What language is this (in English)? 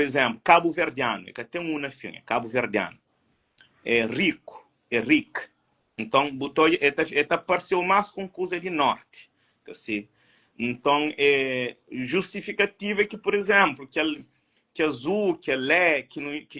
Kabuverdianu